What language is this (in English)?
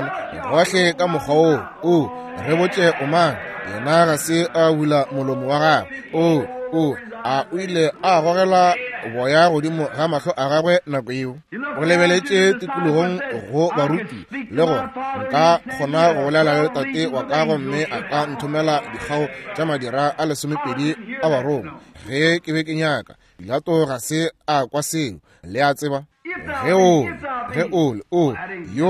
Northern Sotho